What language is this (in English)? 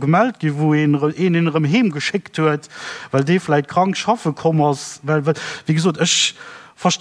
Luxembourgish